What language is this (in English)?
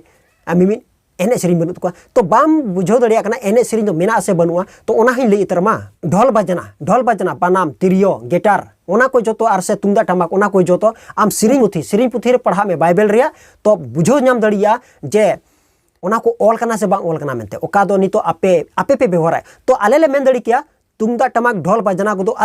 Santali